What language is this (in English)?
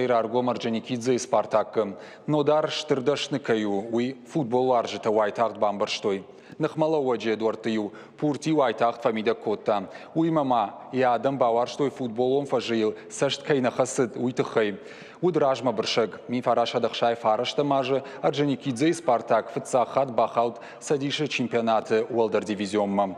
Ossetic